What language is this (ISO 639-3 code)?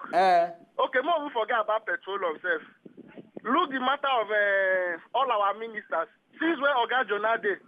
pcm